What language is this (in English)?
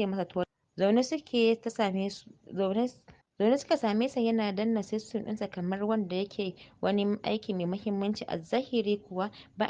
Hausa